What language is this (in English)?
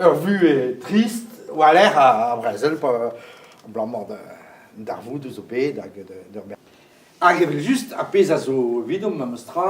Breton